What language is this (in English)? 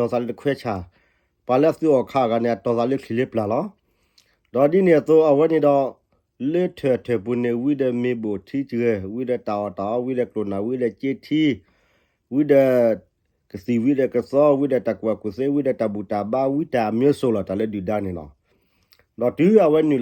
S'gaw Karen